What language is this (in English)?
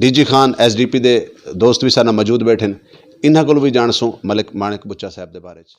Saraiki